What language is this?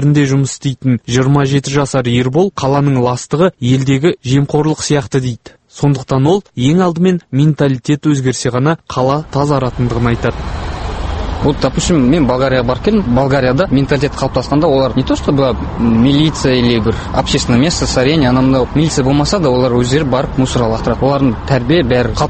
Kazakh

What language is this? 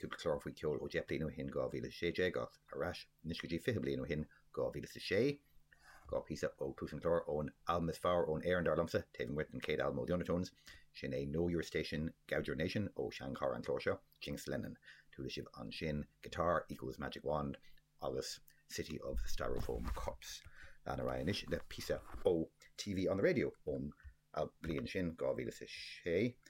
Irish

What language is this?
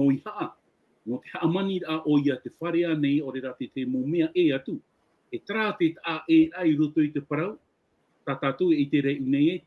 Tahitian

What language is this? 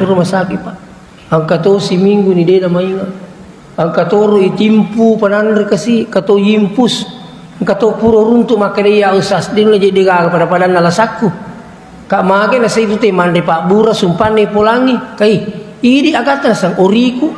Buginese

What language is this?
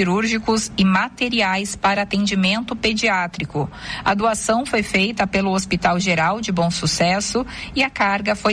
Portuguese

